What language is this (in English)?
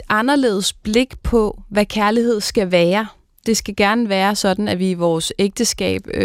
Danish